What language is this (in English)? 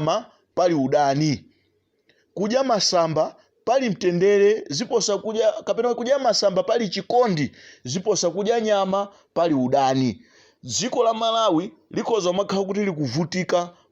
Nyanja